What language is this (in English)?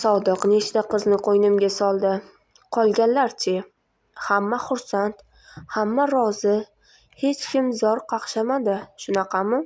Uzbek